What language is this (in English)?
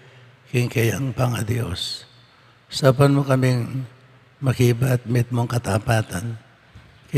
Pampanga